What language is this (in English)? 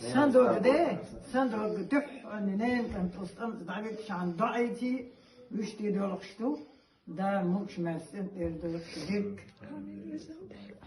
Chechen